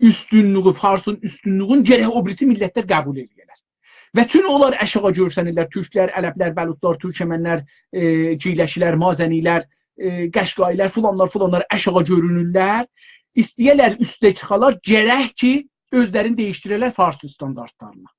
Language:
South Azerbaijani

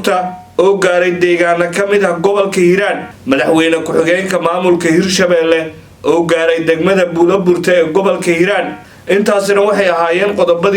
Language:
Somali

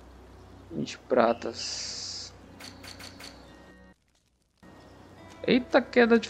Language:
Portuguese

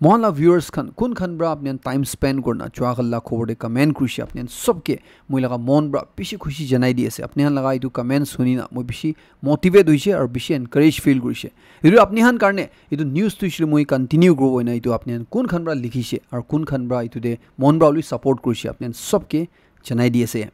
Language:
Naga Pidgin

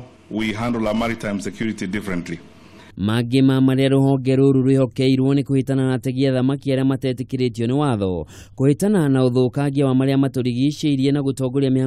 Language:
Kikuyu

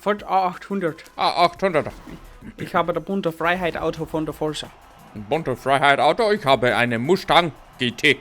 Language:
Bavarian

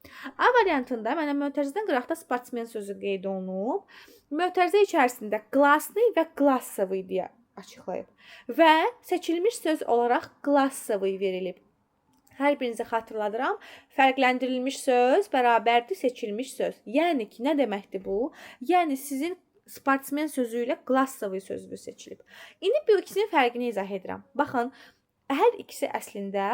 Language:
Azerbaijani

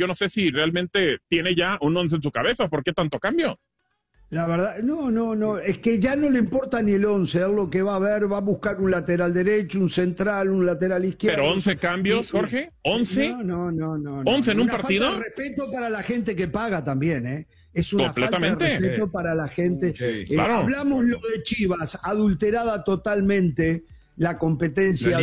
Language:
Spanish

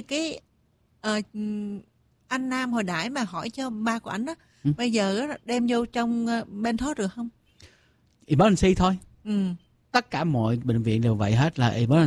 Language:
Vietnamese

